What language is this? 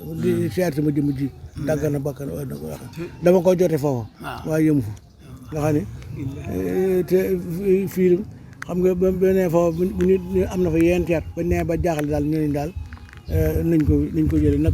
Wolof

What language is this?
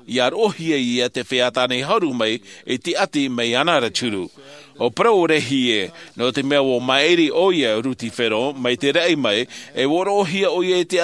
Tahitian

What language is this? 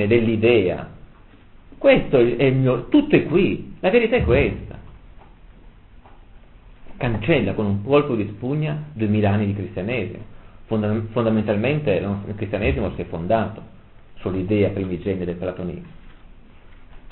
Italian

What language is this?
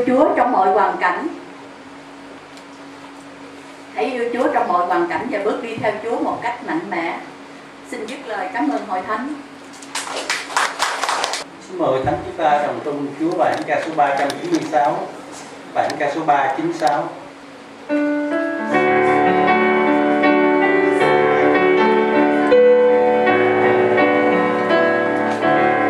Vietnamese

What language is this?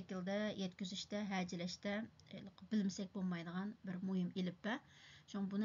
Uyghur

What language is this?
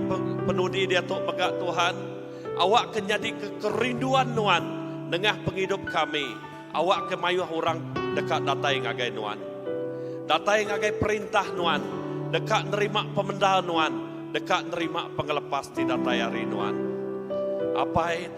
Iban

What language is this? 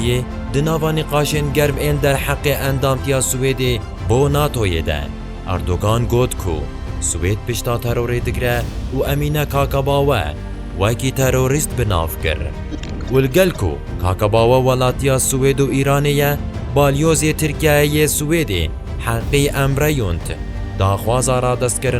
Kurdish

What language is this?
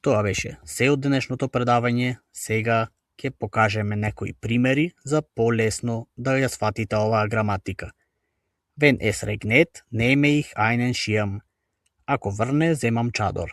Macedonian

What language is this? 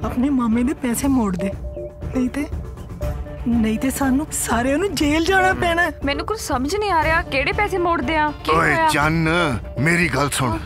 Punjabi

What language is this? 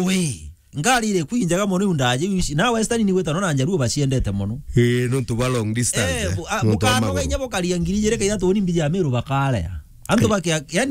Meru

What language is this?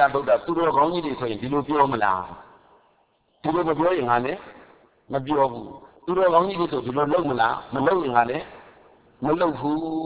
Burmese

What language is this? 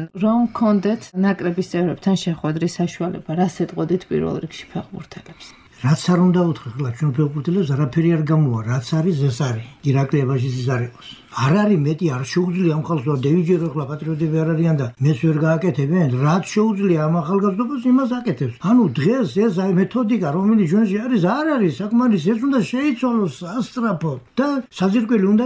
Georgian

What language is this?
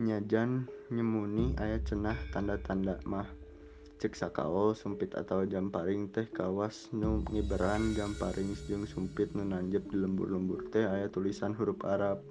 Sundanese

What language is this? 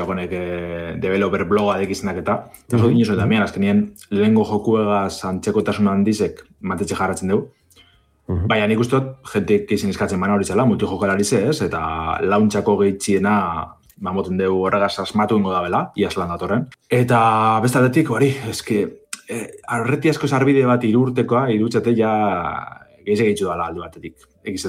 Basque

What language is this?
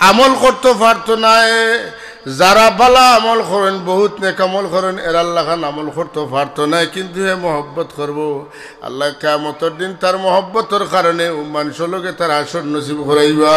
Sylheti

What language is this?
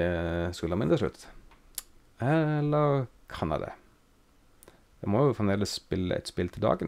Norwegian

